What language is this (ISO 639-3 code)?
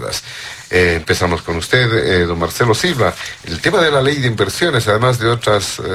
spa